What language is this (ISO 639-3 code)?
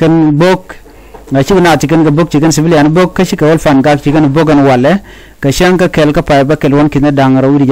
nus